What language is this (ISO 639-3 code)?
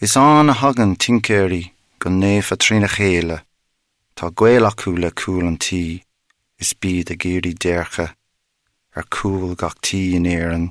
gle